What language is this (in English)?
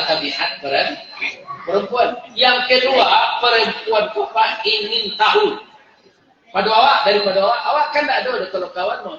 Minangkabau